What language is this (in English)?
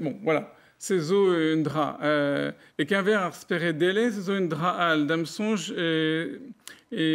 Breton